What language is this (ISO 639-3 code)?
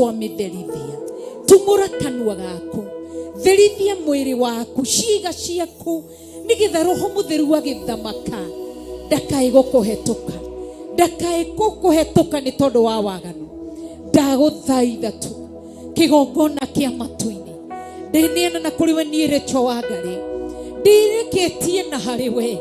kik